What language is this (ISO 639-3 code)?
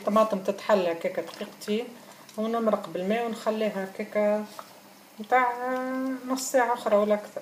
aeb